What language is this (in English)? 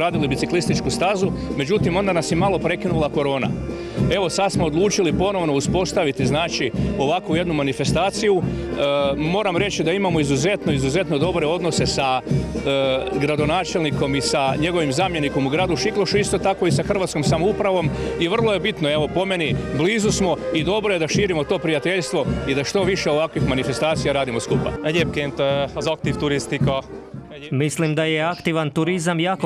Croatian